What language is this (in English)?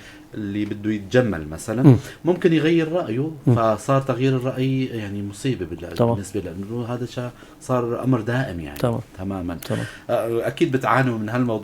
North Levantine Arabic